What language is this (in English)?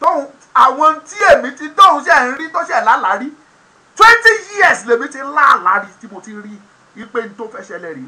Yoruba